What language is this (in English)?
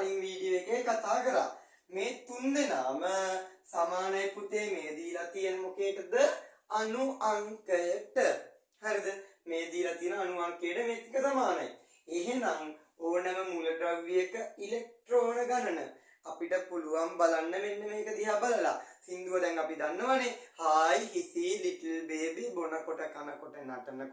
Sinhala